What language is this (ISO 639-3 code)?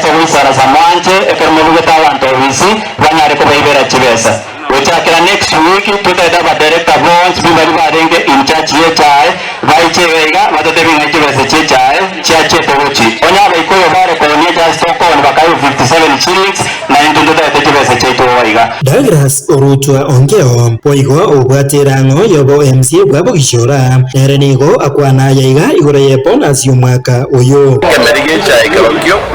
guz